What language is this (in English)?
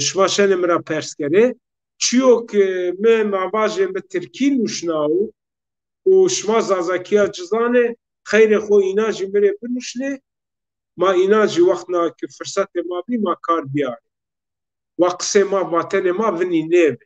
Zaza